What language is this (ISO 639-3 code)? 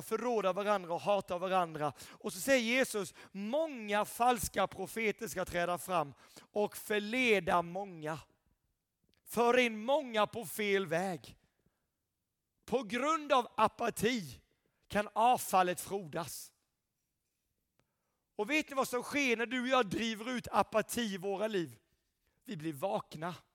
swe